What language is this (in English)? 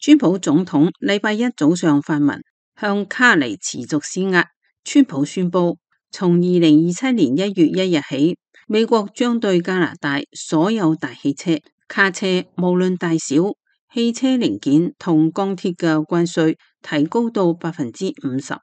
Cantonese